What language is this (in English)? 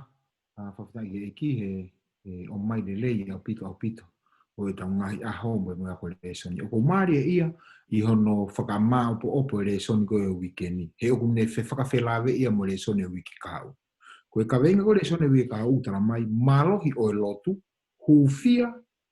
Tongan